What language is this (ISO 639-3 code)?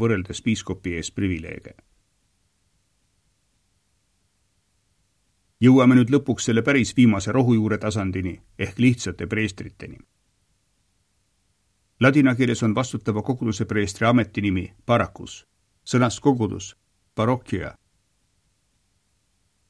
est